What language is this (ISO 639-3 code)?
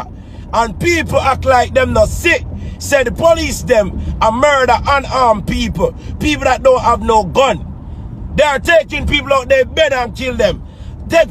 jam